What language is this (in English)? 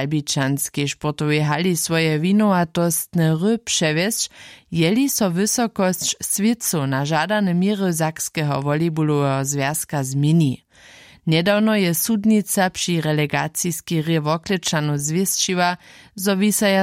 Upper Sorbian